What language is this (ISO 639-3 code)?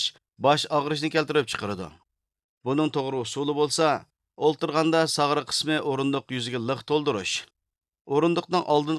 uig